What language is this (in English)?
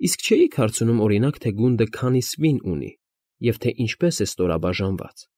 Armenian